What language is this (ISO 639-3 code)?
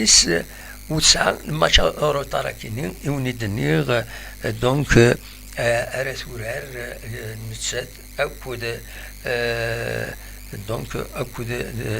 kab